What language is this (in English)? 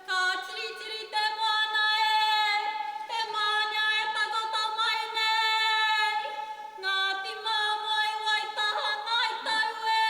Māori